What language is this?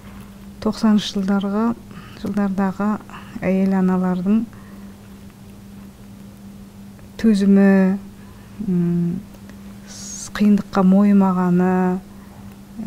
Kazakh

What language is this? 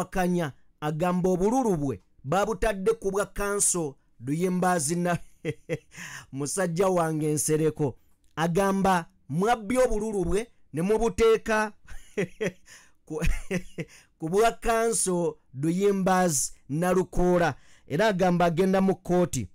Ganda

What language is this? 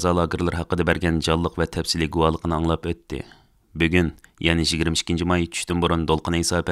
Uyghur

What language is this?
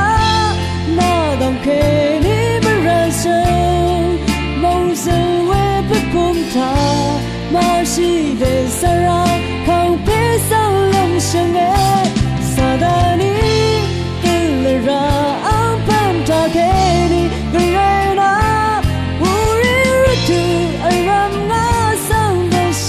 Rawang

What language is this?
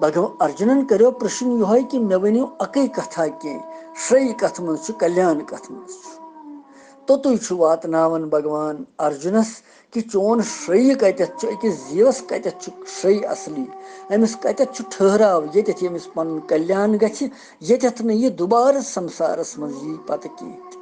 Kashmiri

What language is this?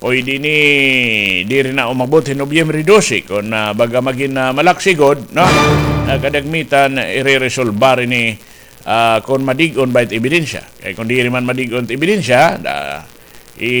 Waray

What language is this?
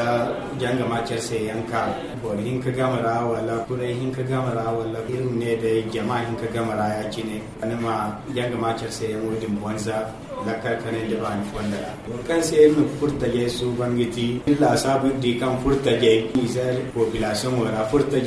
Zarma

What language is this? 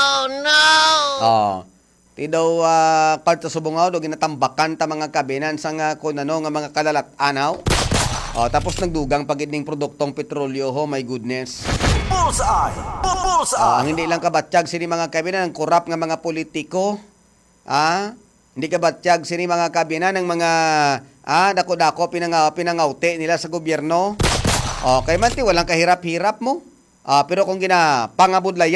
Hiligaynon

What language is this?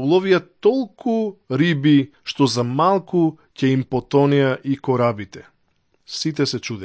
Macedonian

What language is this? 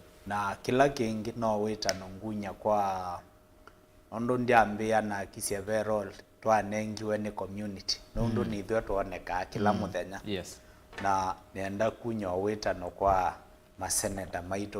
Kamba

